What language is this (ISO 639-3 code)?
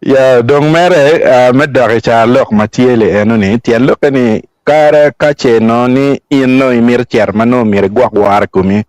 ach